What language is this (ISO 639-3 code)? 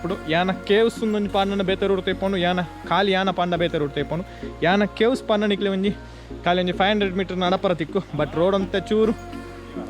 tcy